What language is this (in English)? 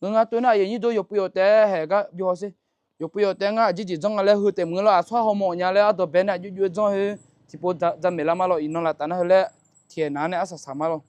Akha